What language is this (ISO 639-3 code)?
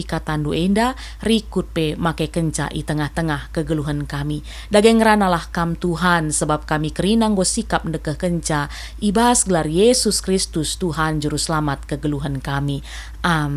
btx